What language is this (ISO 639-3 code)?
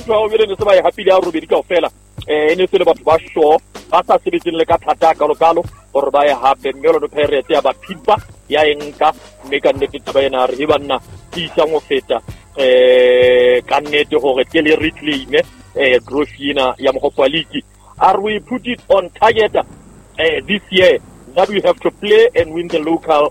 sot